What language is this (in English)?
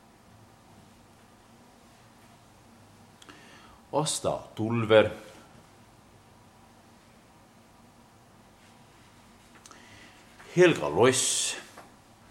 Estonian